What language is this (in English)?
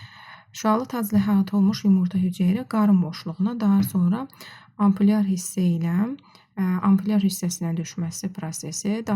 Azerbaijani